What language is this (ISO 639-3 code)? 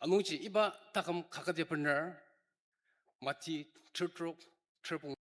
njo